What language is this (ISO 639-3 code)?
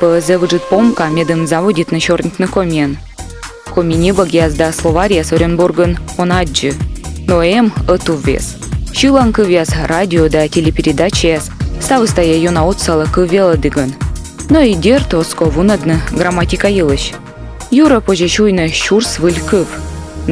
kom